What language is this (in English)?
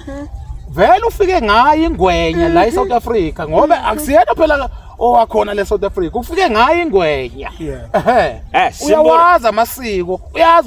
Zulu